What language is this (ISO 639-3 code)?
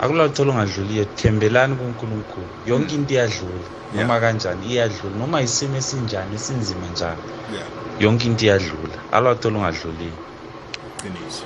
nbl